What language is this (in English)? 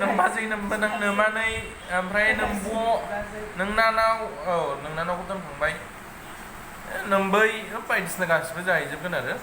Bodo